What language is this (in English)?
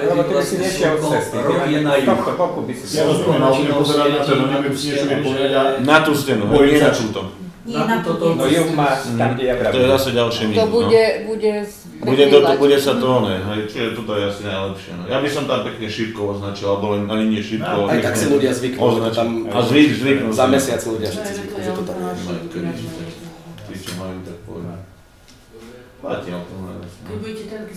Slovak